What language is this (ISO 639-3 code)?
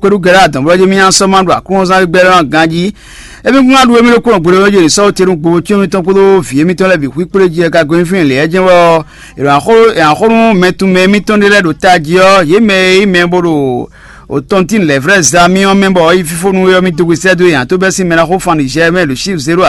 fon